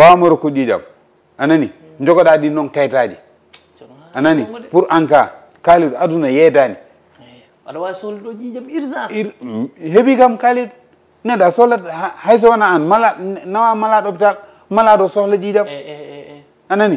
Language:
Fula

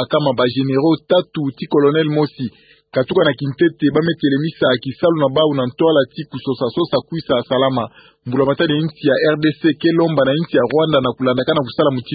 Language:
Kituba (Democratic Republic of Congo)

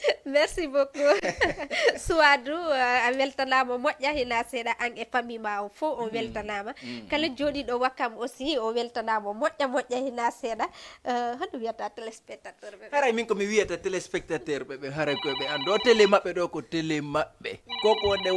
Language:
Fula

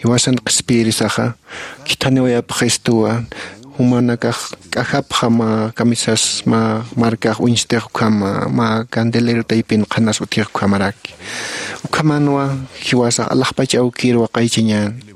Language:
Aymara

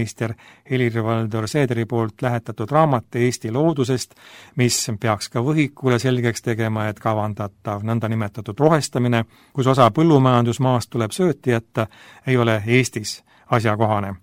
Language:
Estonian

